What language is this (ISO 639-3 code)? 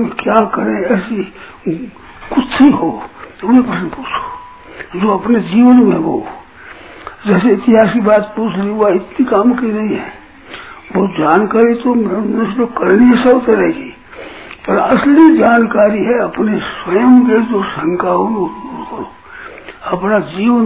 hin